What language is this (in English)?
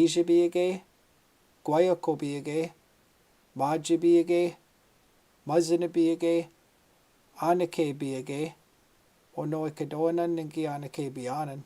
Chippewa